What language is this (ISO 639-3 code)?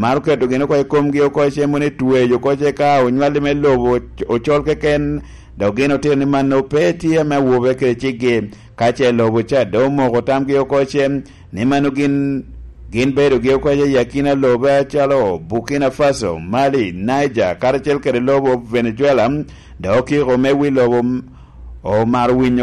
laj